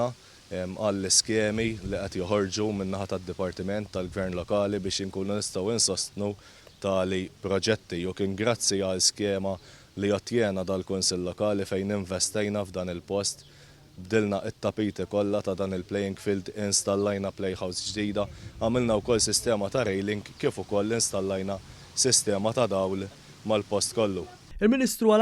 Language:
Maltese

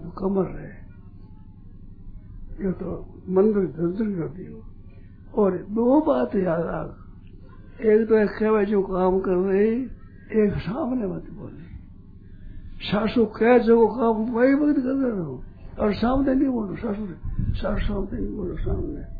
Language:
Hindi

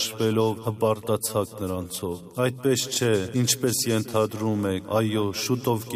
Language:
Armenian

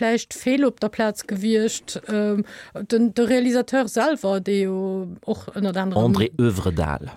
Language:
Luxembourgish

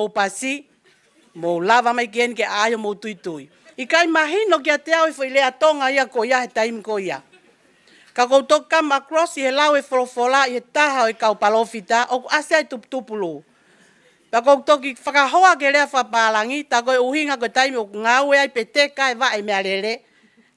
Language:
Tongan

